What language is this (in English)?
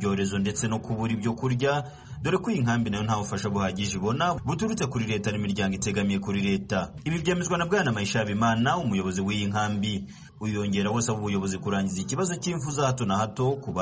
Kinyarwanda